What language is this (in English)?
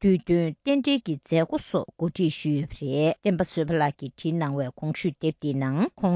Tibetan